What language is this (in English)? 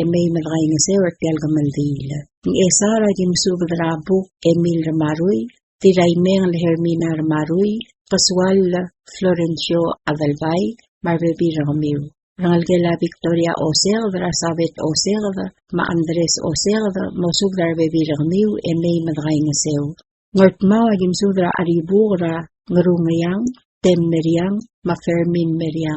Palauan